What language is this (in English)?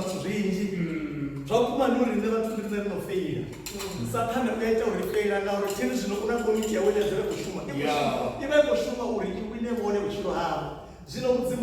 Venda